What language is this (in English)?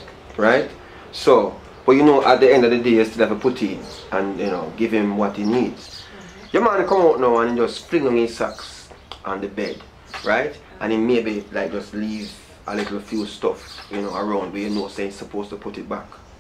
Jamaican Creole English